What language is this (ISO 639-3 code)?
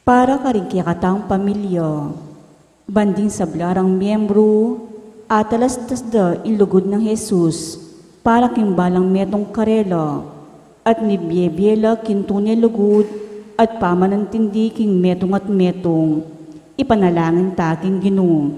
pam